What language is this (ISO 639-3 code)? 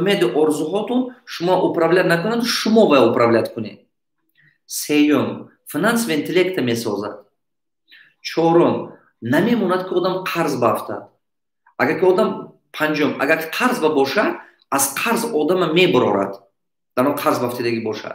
tgk